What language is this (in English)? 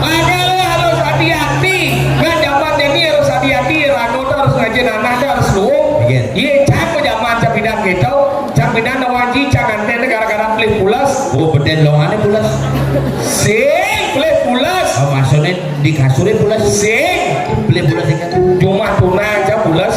Balinese